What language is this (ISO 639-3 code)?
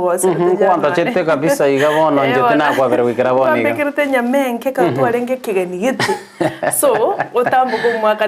guz